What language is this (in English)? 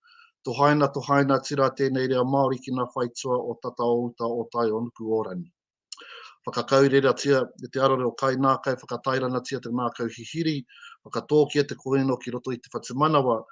Māori